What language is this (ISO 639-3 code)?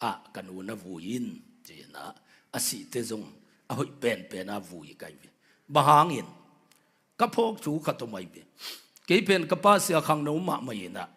ctd